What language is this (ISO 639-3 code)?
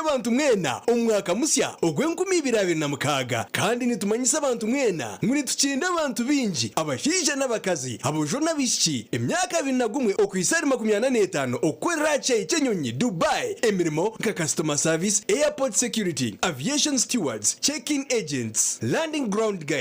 nyn